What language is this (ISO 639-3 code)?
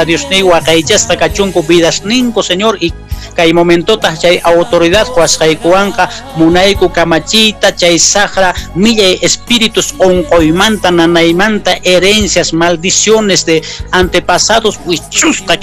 que